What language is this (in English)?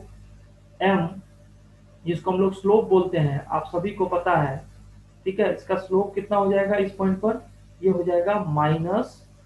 Hindi